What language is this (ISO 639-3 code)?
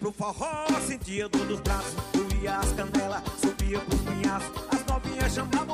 por